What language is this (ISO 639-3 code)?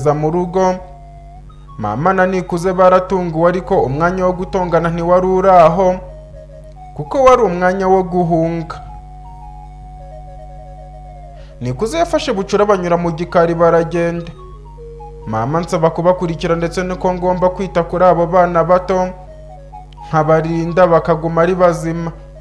kin